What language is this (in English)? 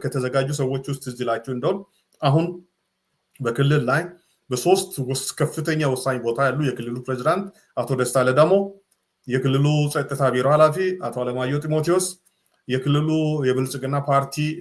Amharic